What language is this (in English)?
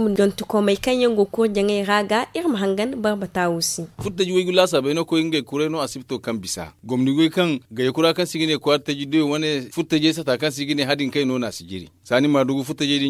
Zarma